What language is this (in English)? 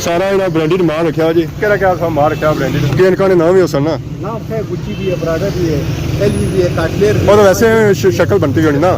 Pahari-Potwari